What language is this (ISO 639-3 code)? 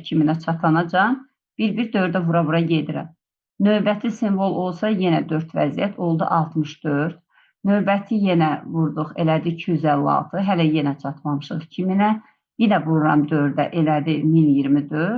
aze